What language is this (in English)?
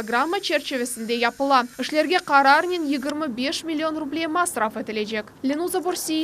Crimean Tatar